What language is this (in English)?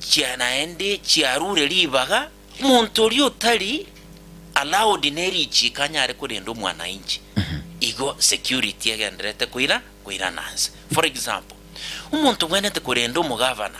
Gusii